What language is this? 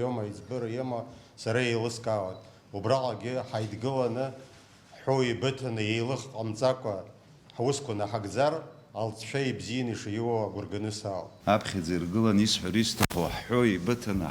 Abkhazian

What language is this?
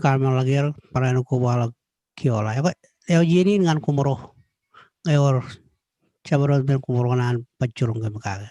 Marshallese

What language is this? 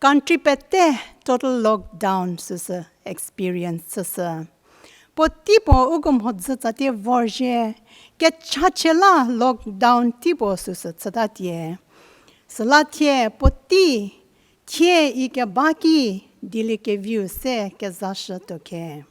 Angami Naga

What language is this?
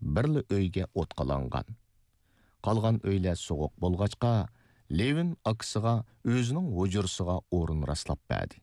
Uyghur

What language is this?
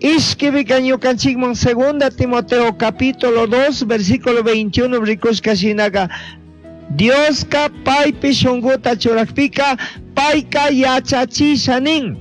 Chimborazo Highland Quichua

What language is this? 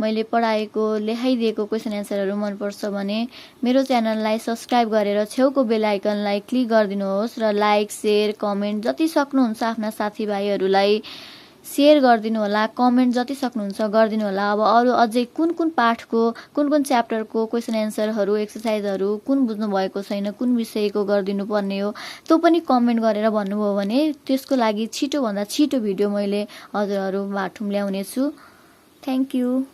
Nepali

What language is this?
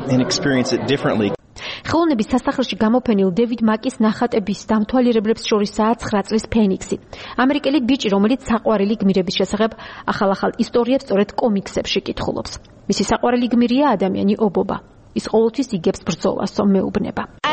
Georgian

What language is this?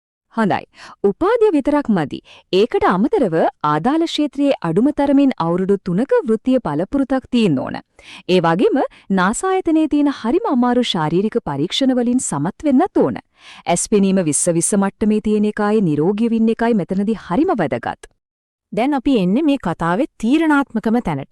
Sinhala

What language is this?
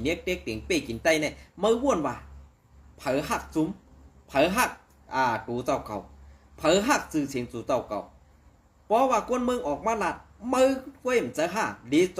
Shan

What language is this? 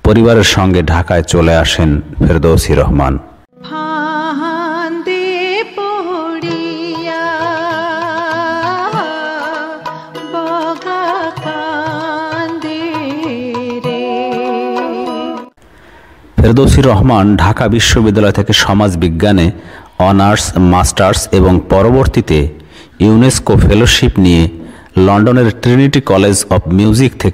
Bangla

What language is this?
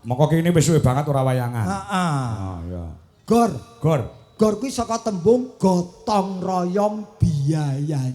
Javanese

